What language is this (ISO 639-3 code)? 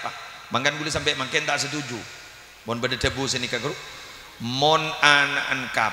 mad